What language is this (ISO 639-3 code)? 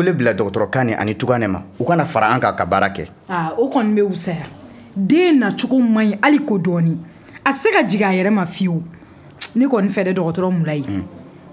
bam